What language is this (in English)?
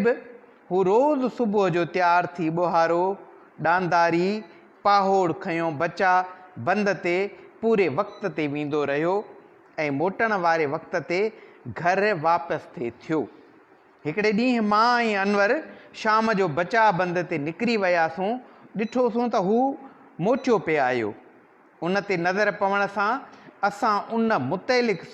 Sindhi